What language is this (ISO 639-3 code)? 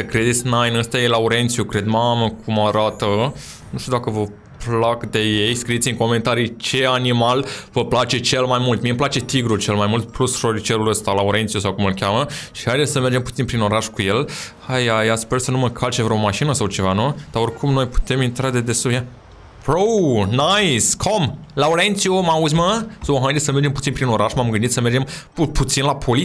ron